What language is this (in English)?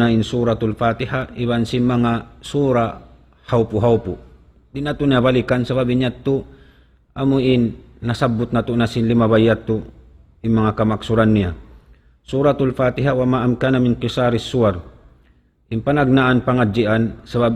Tausug